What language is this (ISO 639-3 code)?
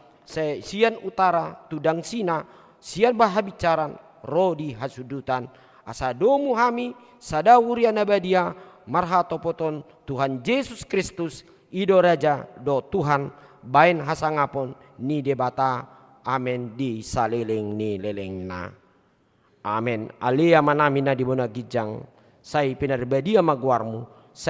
bbc